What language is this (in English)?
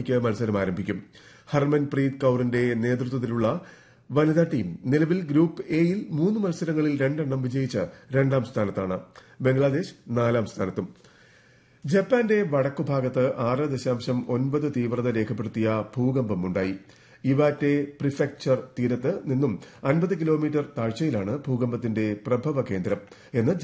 Malayalam